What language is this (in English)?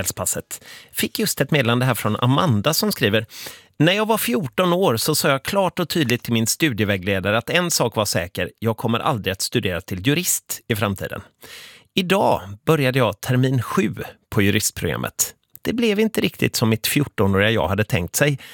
Swedish